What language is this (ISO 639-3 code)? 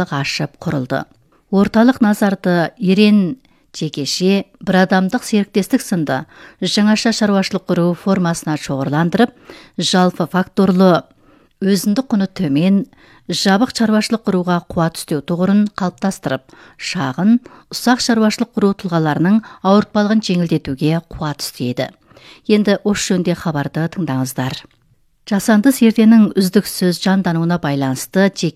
kaz